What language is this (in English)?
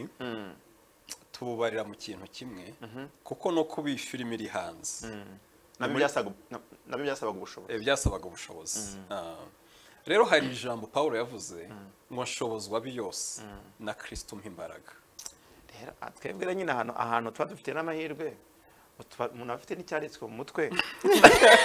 Kinyarwanda